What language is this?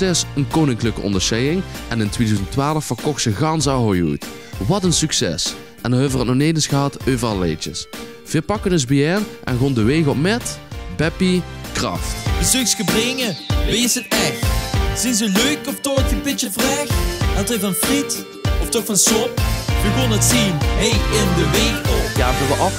Limburgish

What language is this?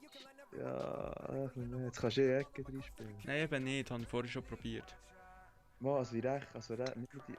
Swiss German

